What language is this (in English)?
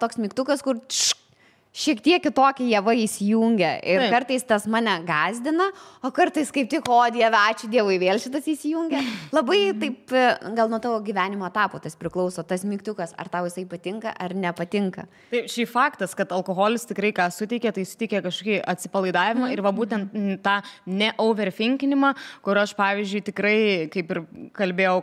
Lithuanian